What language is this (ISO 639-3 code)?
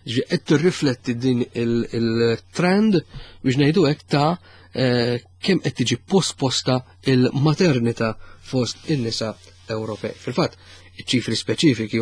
mlt